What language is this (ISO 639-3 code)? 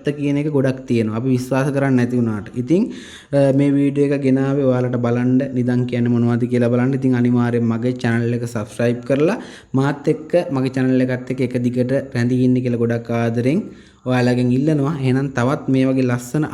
sin